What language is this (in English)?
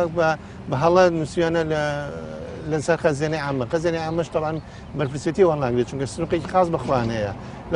Central Kurdish